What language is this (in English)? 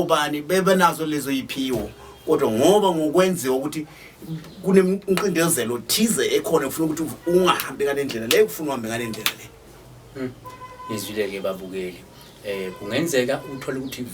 Zulu